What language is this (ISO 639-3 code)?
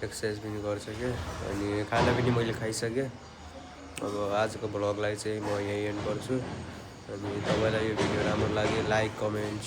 nep